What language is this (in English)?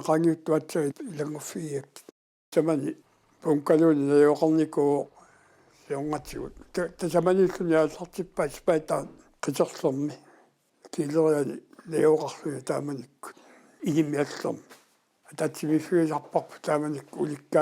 Kalaallisut